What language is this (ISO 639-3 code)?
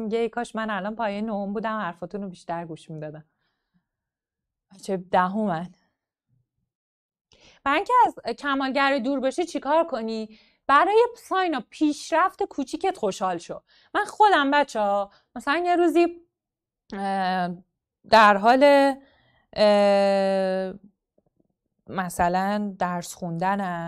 fas